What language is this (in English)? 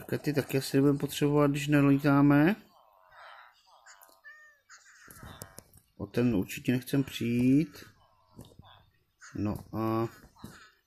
Czech